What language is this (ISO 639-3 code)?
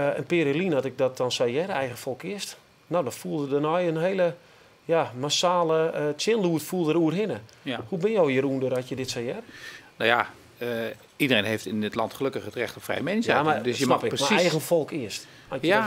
fry